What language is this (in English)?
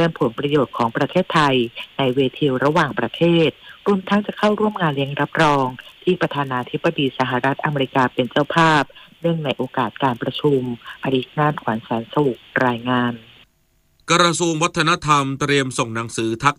Thai